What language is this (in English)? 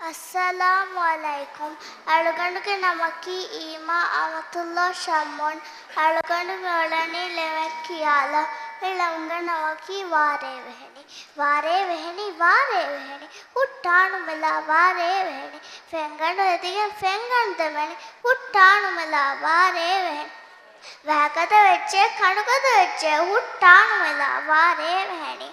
Divehi